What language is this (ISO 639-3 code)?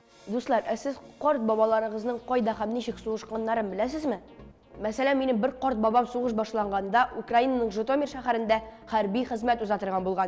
tat